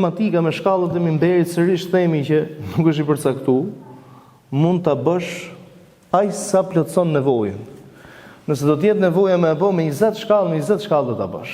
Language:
Albanian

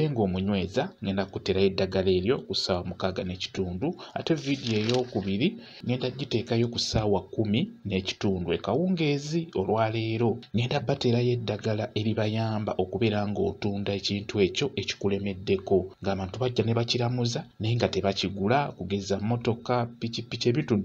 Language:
Ganda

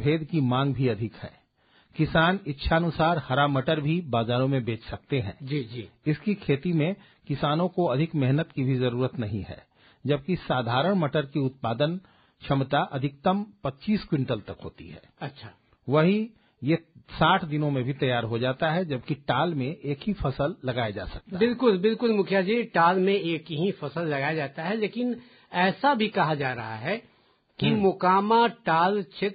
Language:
Hindi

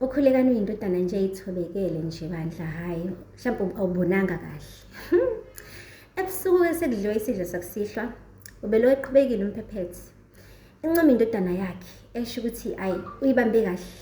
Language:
Zulu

